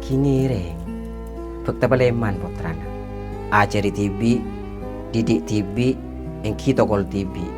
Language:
Madurese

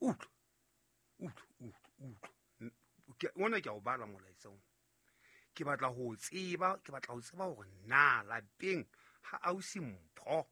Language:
Southern Sotho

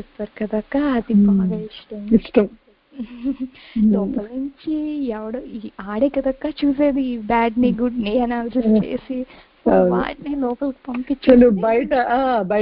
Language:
Telugu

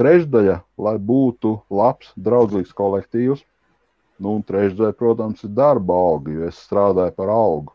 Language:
Latvian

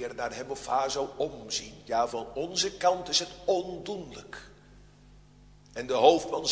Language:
Dutch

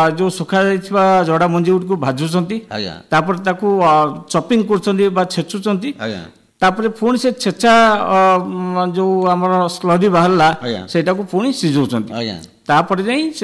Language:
Odia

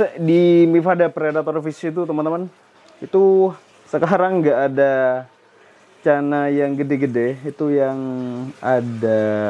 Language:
Indonesian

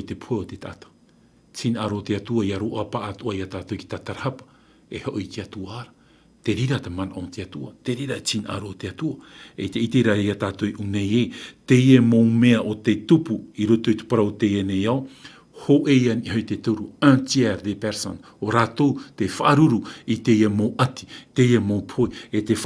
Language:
Tahitian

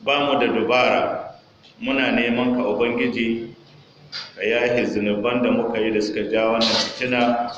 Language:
Hausa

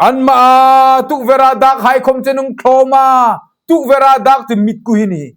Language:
Hmar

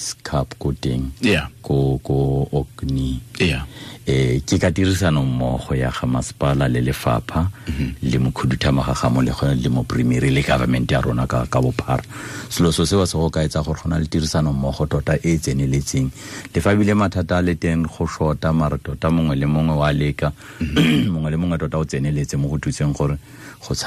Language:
Tswana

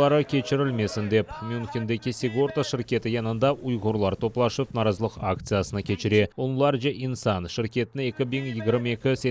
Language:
Crimean Tatar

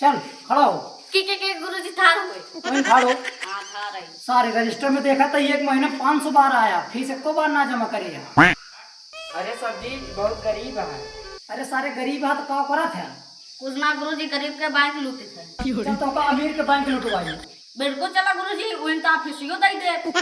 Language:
Awadhi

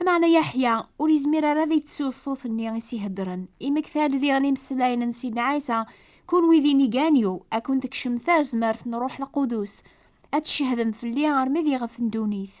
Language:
Kabyle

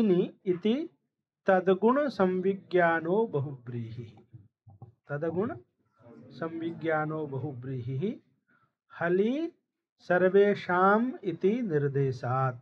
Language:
Sanskrit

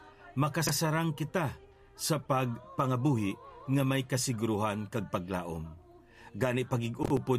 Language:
Hiligaynon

